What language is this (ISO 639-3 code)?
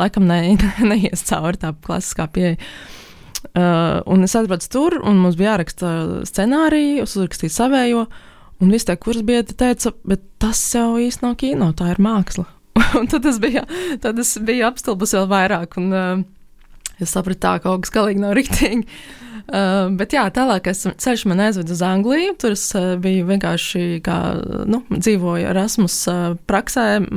lav